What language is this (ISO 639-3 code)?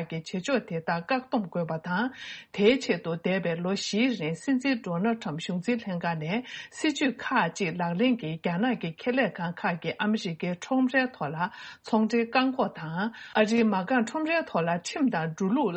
bod